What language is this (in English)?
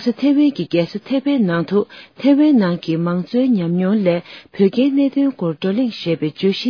Tibetan